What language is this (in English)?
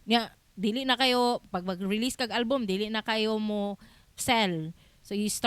Cebuano